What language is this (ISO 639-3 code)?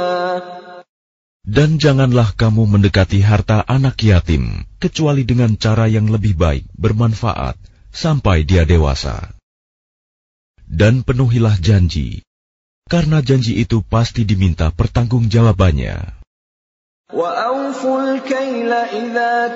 ind